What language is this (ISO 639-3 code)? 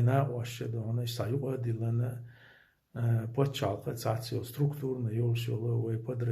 che